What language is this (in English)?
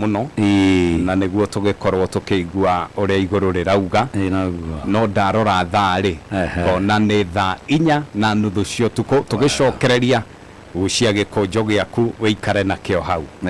Kikuyu